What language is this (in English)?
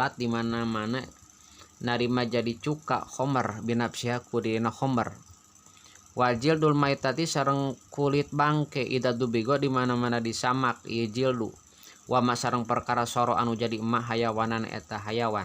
Sundanese